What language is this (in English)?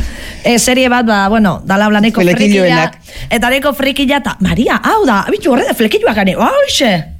Basque